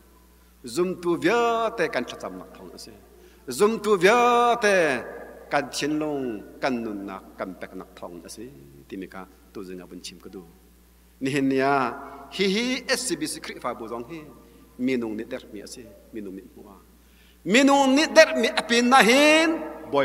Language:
Hakha Chin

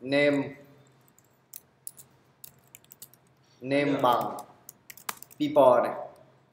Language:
Vietnamese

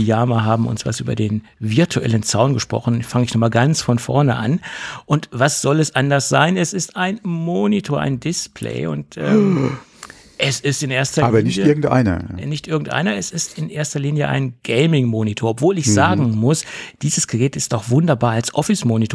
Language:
German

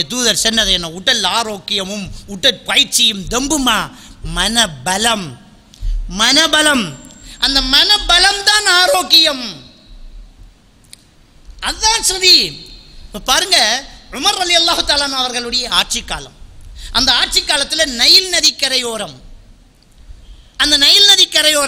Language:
Tamil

